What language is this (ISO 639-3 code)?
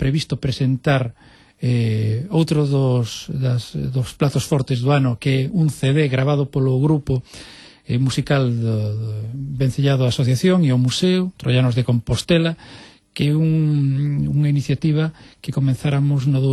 glg